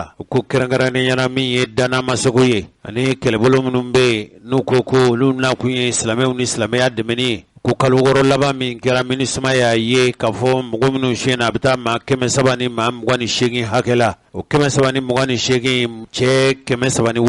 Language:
Bambara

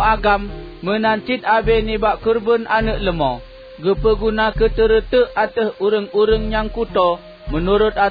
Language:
Achinese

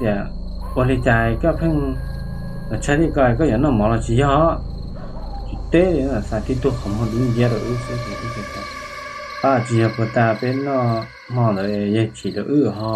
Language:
Hmong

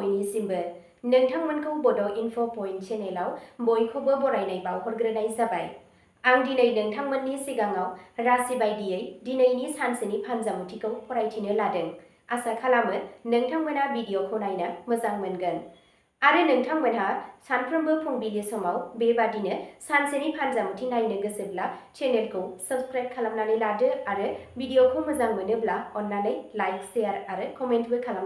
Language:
Bodo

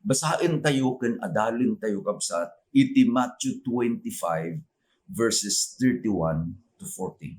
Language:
Iloko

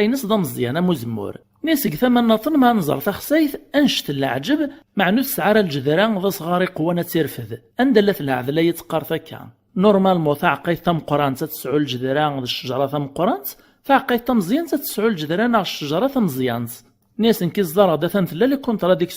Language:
Kabyle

